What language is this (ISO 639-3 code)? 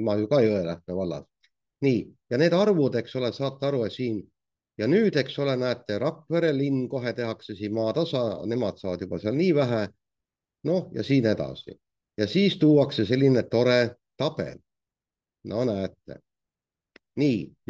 est